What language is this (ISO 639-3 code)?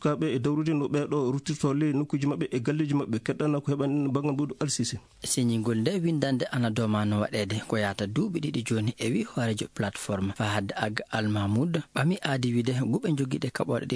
ful